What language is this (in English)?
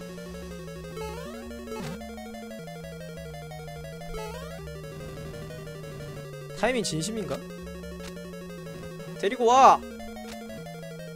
Korean